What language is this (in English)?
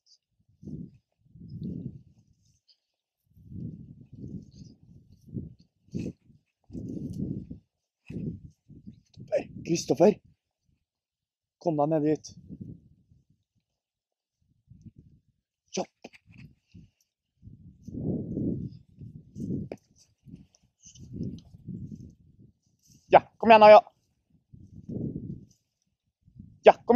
Norwegian